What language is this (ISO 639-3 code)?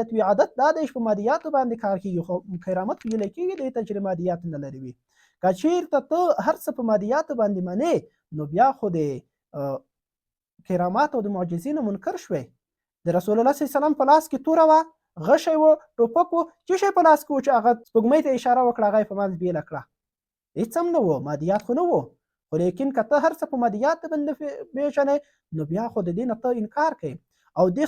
pus